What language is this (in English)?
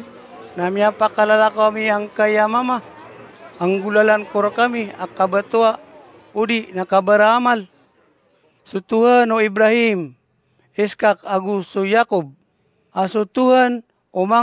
Maranao